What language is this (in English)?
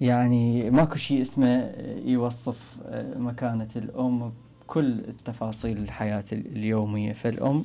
Mesopotamian Arabic